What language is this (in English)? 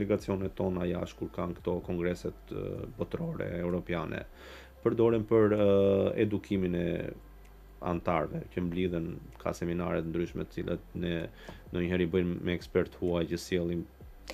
Albanian